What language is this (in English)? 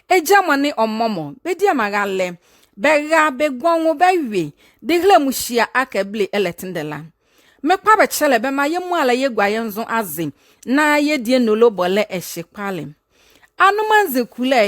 Nzima